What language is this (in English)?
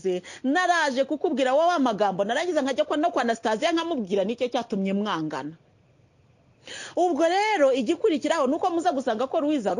Kinyarwanda